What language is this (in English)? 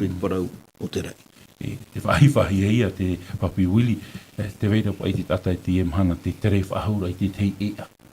Tahitian